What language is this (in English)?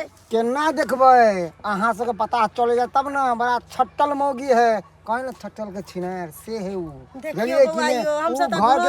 Maithili